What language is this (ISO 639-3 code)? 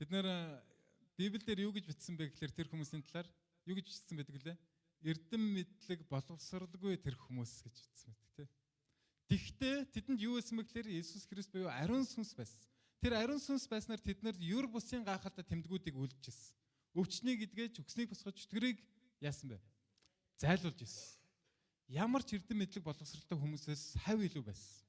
mon